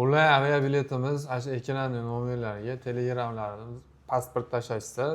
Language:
Uzbek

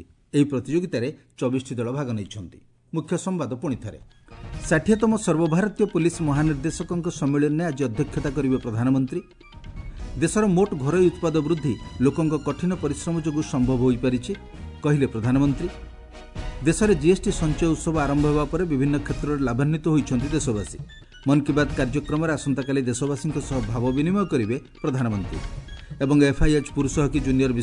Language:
Odia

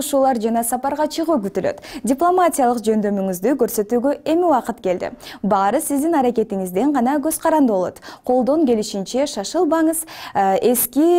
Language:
Kyrgyz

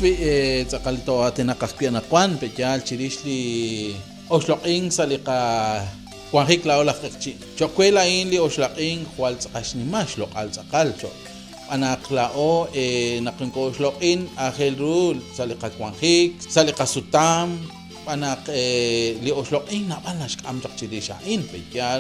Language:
Kekchí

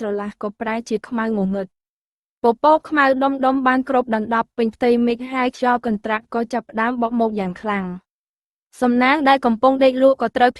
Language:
Khmer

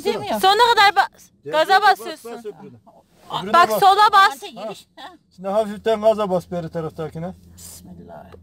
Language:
Turkish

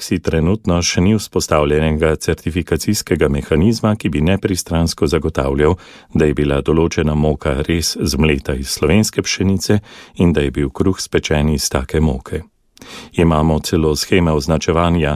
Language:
Slovenian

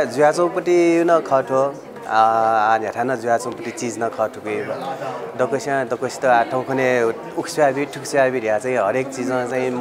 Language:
Newari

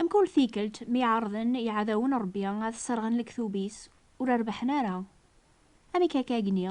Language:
Kabyle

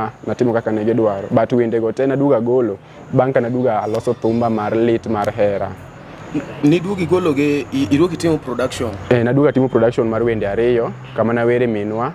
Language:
Luo (Kenya and Tanzania)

